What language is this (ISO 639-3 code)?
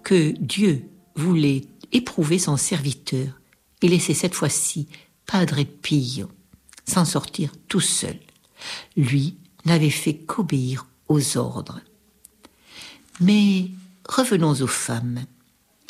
fra